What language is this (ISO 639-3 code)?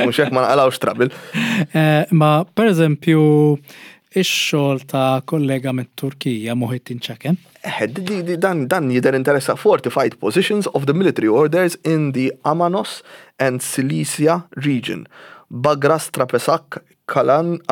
mlt